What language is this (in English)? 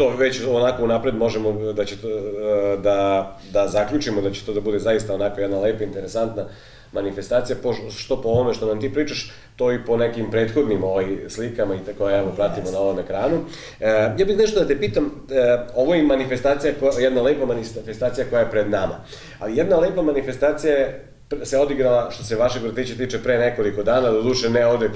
Serbian